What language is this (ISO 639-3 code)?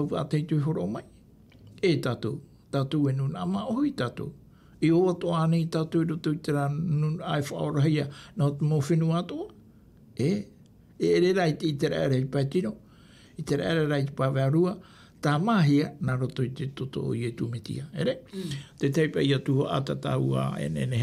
tah